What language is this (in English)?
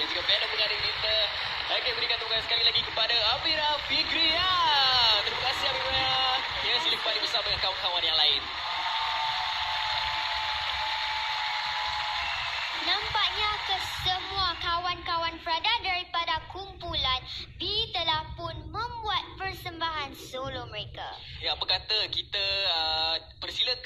Malay